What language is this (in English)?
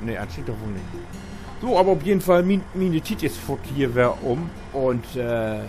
Low German